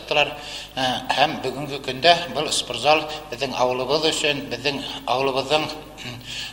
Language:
Bashkir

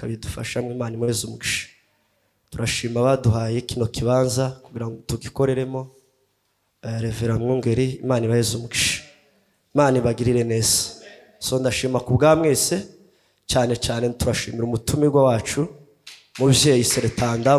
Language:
Kinyarwanda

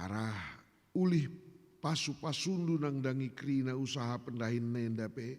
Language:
Batak Karo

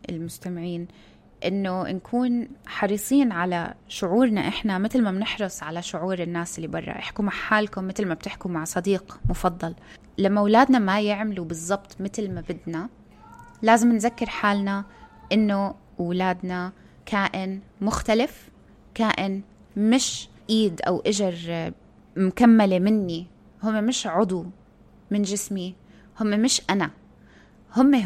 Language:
North Levantine Arabic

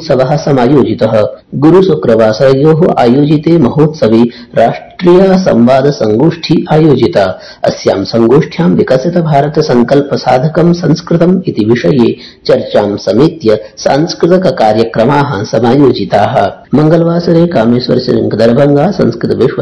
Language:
Sanskrit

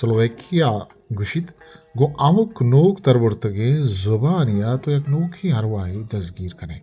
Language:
Eastern Balochi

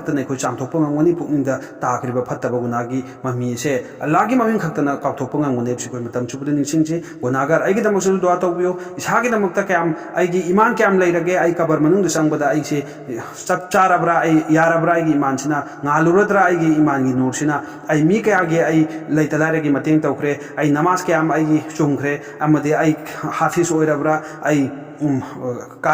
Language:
Manipuri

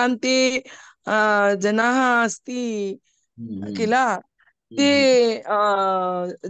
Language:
Sanskrit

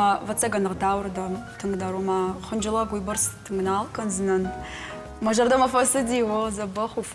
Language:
Ossetic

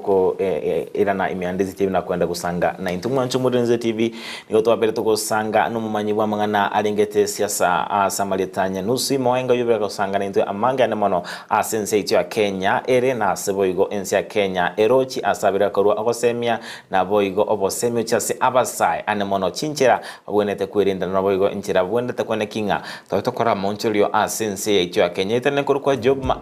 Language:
Gusii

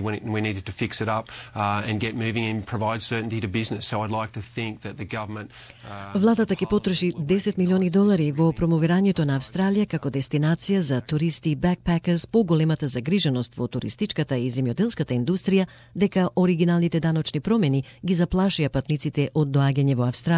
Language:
Macedonian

